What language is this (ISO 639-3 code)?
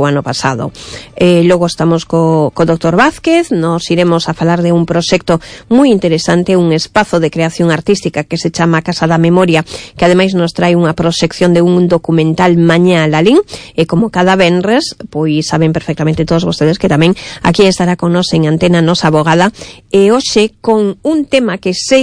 glg